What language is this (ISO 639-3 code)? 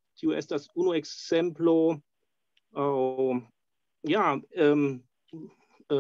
epo